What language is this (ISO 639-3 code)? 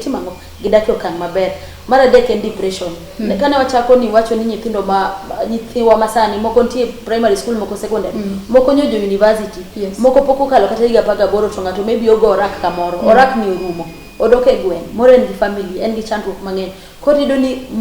luo